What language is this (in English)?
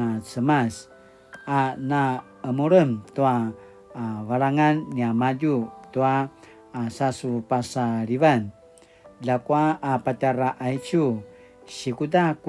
Paiwan